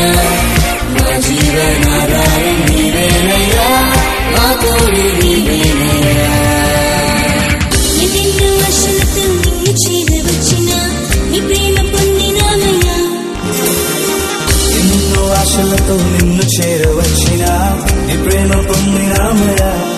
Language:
Telugu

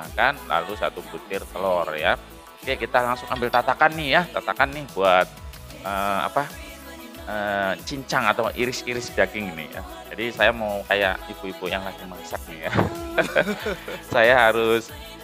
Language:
Indonesian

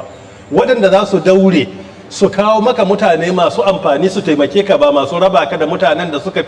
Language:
Hausa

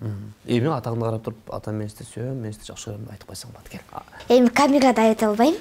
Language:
Kyrgyz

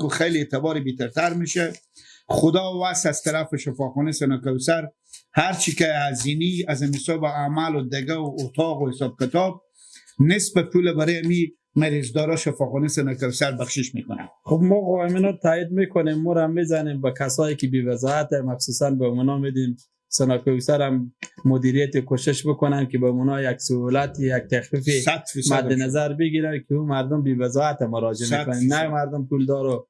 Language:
Persian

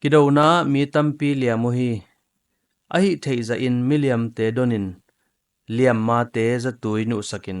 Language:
Tedim Chin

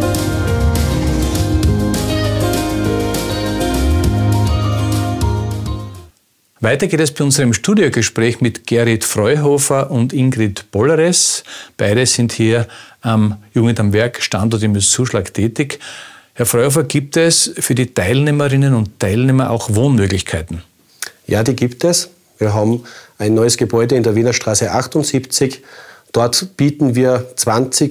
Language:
German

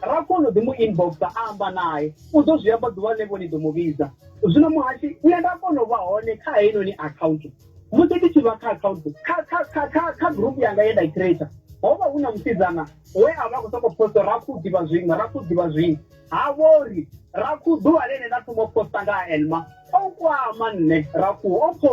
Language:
Venda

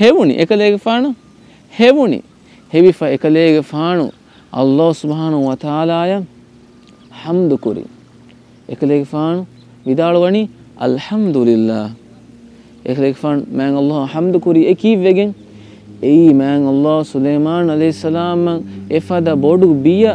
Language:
Divehi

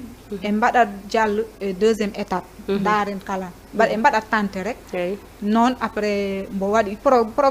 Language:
Fula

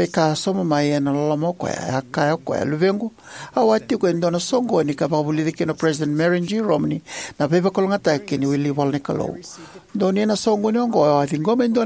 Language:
Fijian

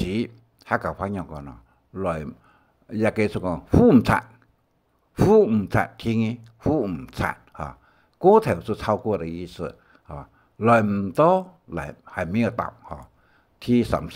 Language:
Hakka Chinese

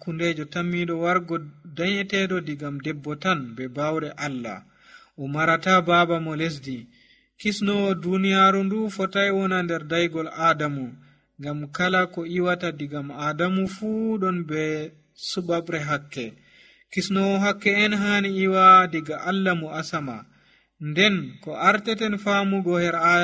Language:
Nigerian Fulfulde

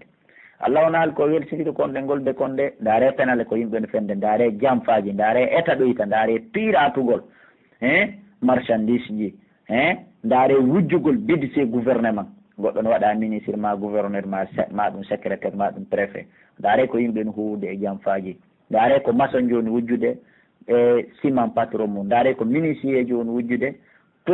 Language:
Pular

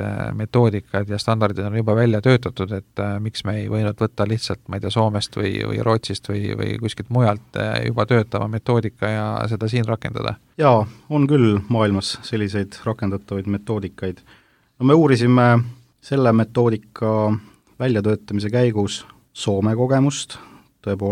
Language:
Estonian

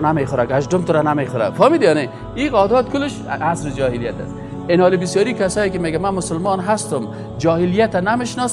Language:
Persian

